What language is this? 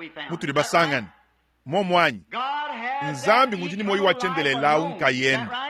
Luba-Lulua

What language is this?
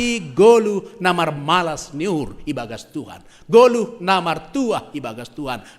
Batak Simalungun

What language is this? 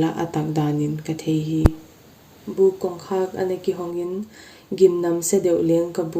Paite Chin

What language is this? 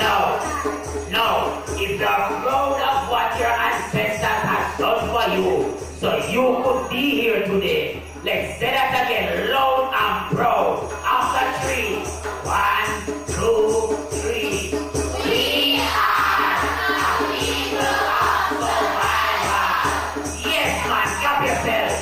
Jamaican Creole English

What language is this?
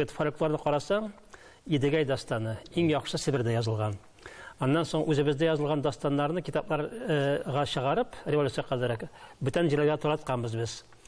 Tatar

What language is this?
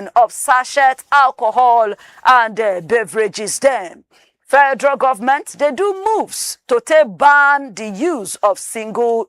Nigerian Pidgin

